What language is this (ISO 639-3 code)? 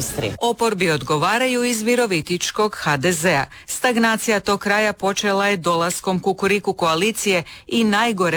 hrv